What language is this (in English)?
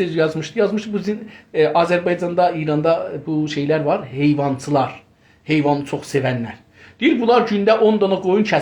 South Azerbaijani